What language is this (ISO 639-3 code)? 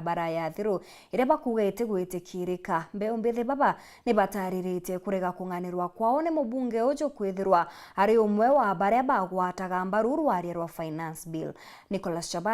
mer